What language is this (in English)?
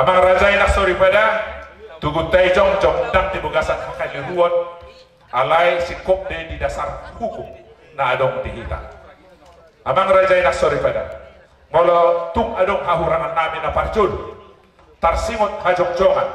Batak Toba